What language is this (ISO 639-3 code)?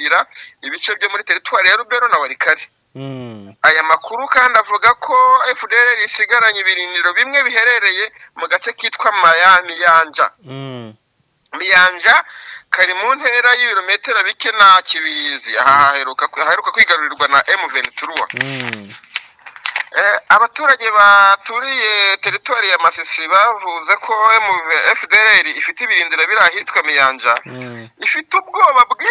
kin